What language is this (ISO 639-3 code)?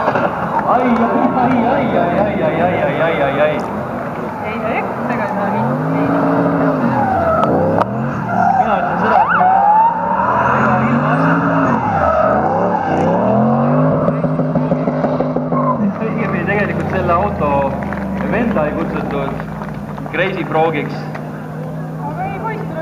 est